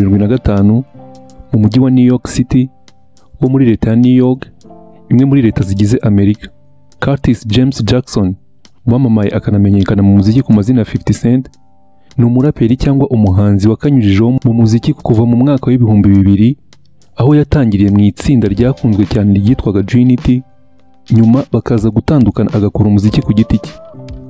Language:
Kinyarwanda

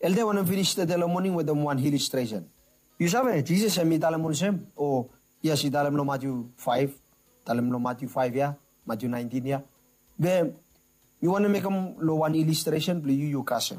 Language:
Bislama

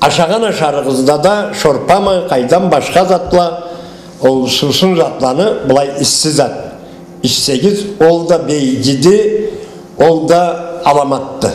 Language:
Karachay-Balkar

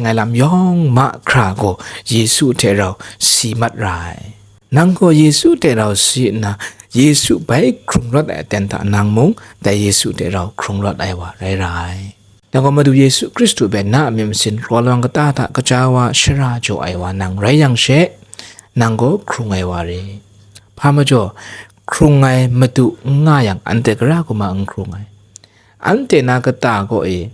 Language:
Kachin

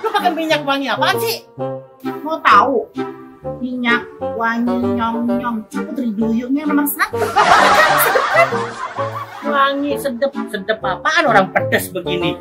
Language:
Betawi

